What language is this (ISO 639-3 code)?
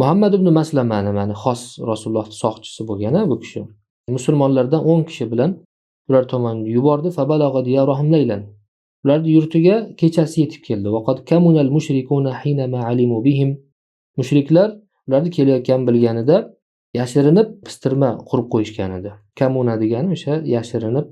uzb